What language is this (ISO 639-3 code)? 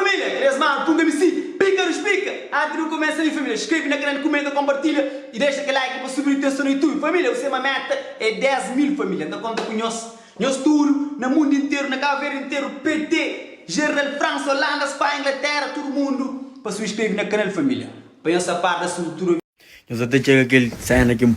kea